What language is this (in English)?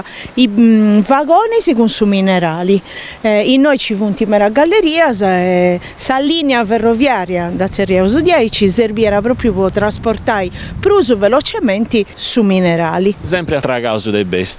Sardinian